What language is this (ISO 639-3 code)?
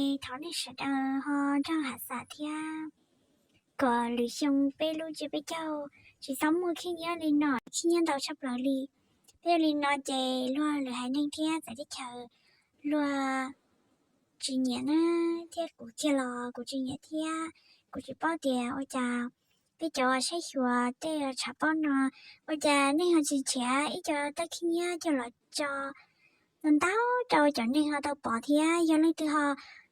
hmn